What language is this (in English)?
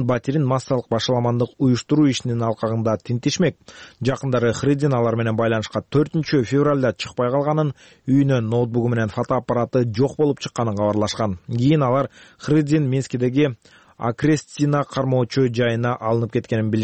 Kyrgyz